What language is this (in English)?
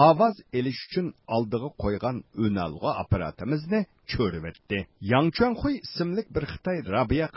Uyghur